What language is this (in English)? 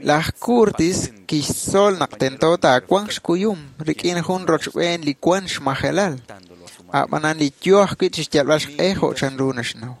Kekchí